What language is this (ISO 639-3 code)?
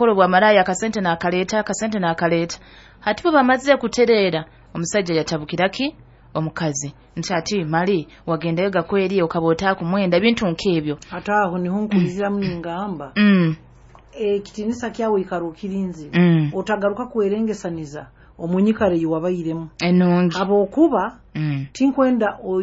nyo